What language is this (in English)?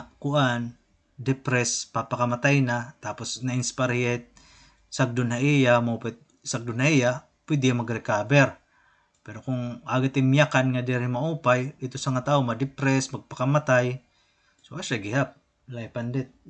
Waray